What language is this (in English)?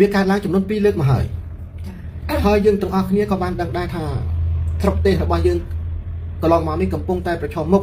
Khmer